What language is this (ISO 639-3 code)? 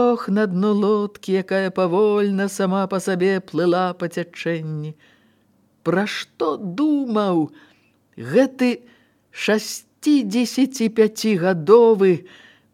bel